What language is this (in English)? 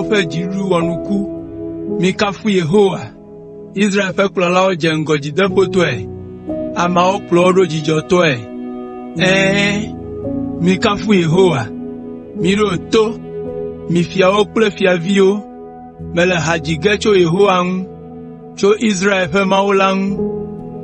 Ewe